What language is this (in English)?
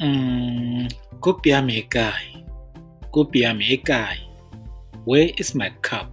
Tswana